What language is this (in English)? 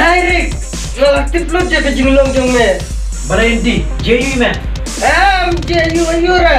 Khasi